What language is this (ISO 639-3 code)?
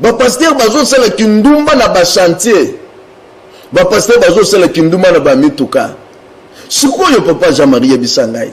lin